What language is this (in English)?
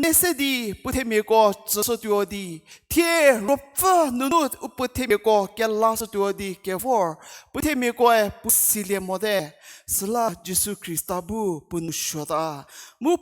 Angami Naga